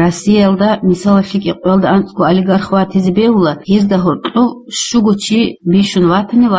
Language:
Avaric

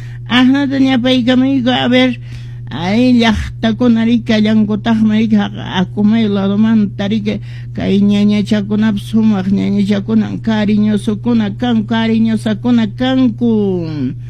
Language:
Quechua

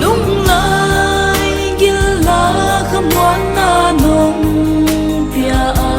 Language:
Paite Chin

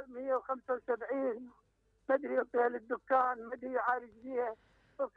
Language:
Mesopotamian Arabic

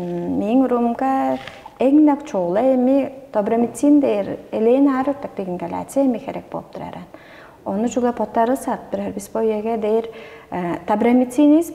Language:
Tuvinian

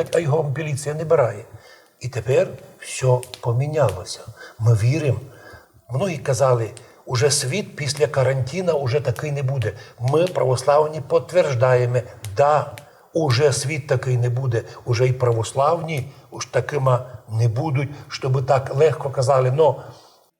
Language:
Rusyn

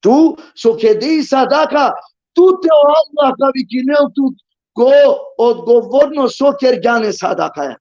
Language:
Balkan Romani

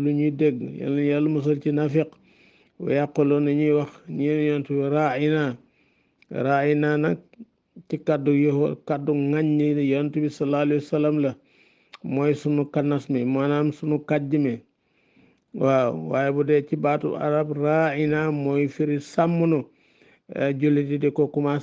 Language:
Wolof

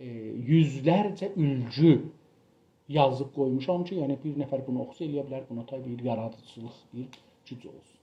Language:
South Azerbaijani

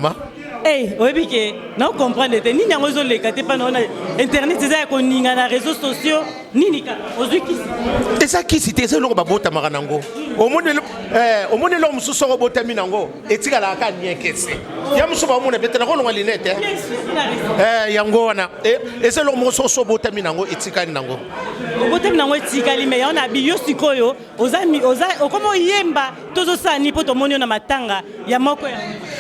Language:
Lingala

